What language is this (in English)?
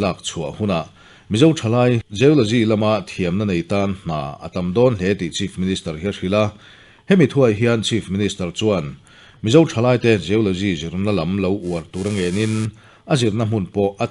Mizo